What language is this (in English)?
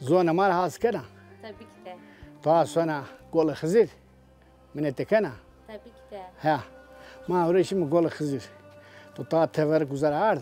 Zaza